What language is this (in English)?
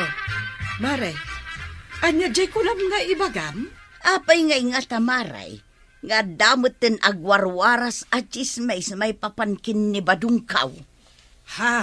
Iloko